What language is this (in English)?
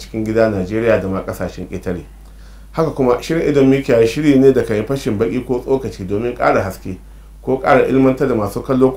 Hausa